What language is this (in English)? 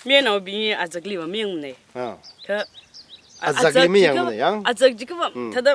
Tangkhul Naga (India)